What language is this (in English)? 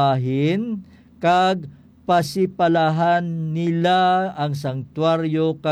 Hiligaynon